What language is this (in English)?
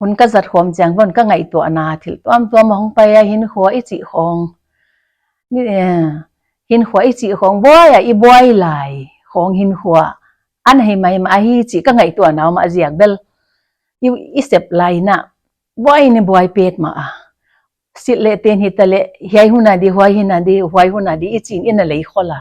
Paite Chin